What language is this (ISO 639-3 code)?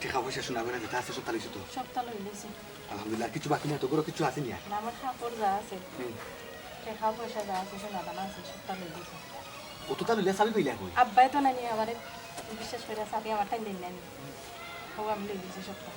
syl